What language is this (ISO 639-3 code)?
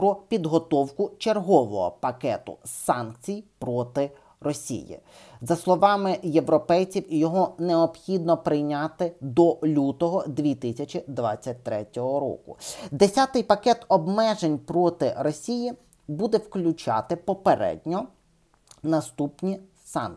ukr